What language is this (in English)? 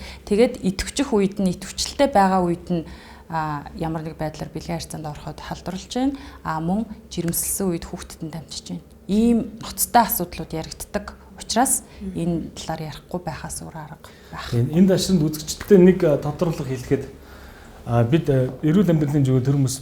Mongolian